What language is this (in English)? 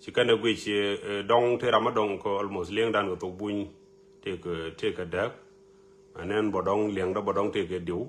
Nuer